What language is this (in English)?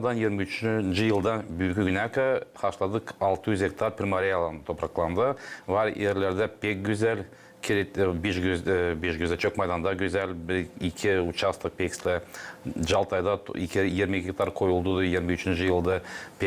Gagauz